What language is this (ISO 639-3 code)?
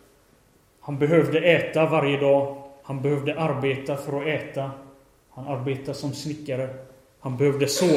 swe